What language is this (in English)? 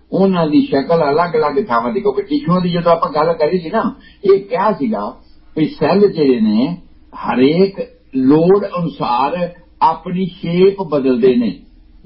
Punjabi